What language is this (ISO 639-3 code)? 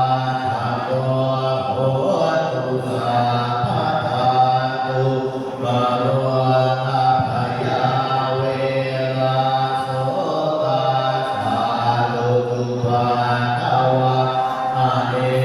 pli